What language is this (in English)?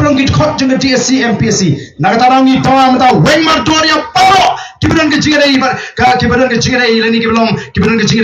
Khasi